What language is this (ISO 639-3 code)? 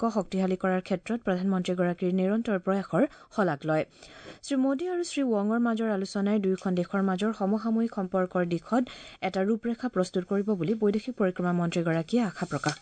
asm